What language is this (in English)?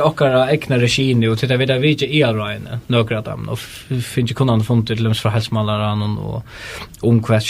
Faroese